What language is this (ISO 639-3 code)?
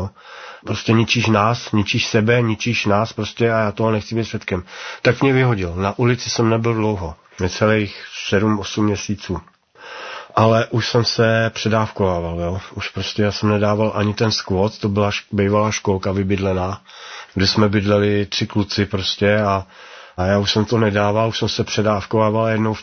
ces